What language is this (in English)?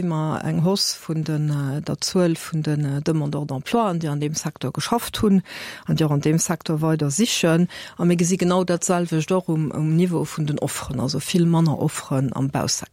Luxembourgish